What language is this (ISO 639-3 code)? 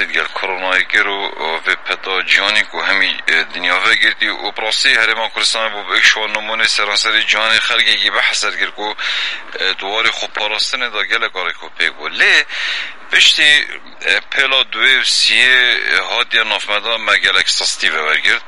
kur